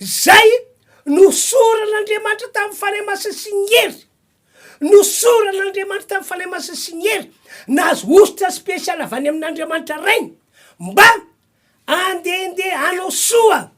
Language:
Malagasy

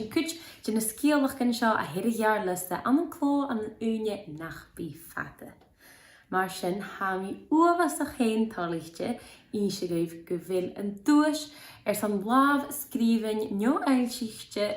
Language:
Scottish Gaelic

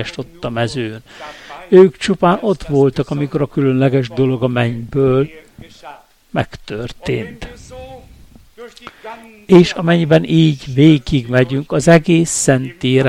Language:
Hungarian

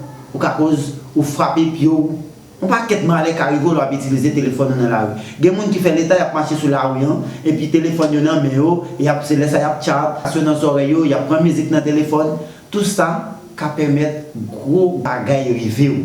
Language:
Haitian Creole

